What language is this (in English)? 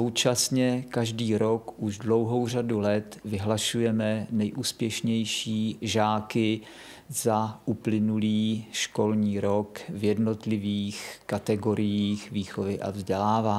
Czech